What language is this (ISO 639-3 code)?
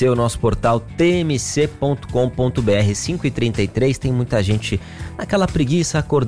por